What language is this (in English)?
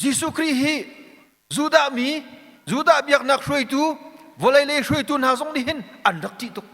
Hakha Chin